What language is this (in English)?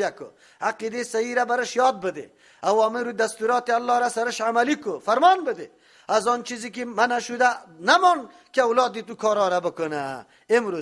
Persian